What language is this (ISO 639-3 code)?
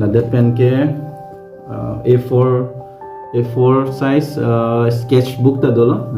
mjw